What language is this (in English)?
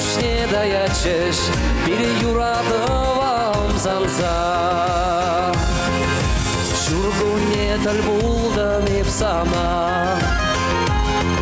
Chuvash